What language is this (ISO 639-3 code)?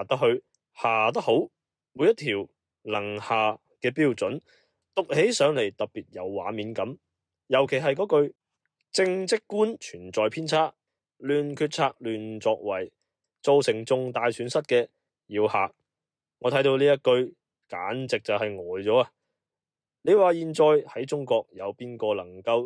yue